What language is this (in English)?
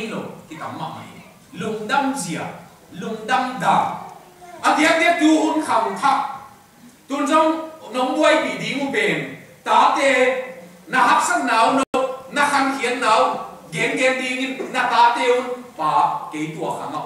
Tedim Chin